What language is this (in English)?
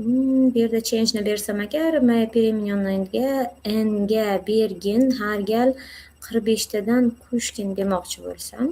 Uzbek